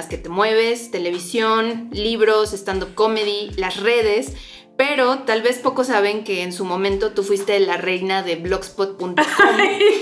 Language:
Spanish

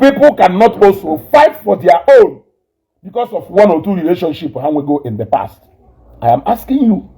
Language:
Igbo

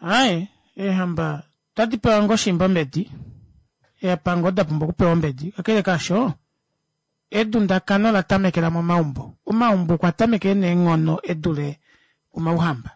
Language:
Kuanyama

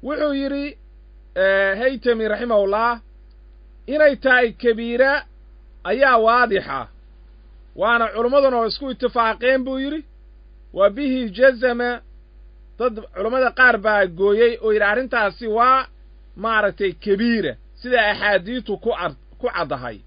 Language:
Somali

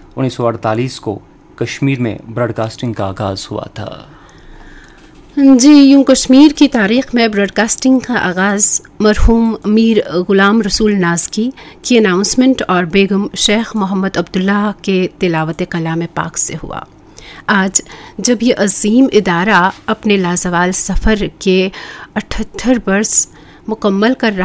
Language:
Urdu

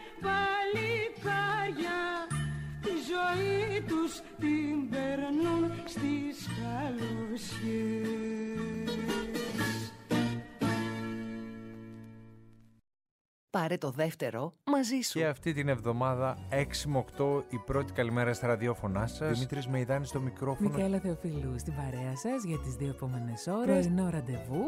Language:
Greek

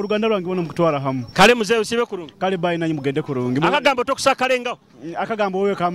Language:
Nyoro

